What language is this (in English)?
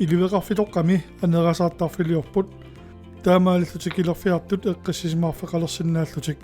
Kalaallisut